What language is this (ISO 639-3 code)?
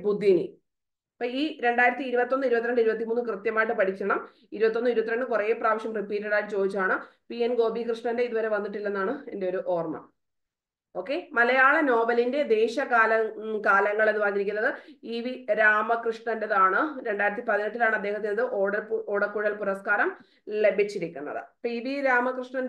mal